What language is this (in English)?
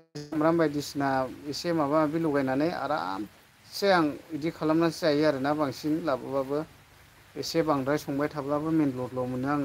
Bodo